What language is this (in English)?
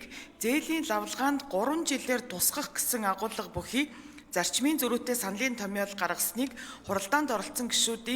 Mongolian